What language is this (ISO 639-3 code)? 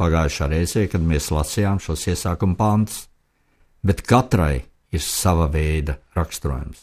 lav